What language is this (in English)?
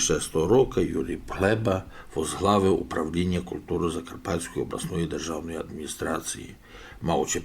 Rusyn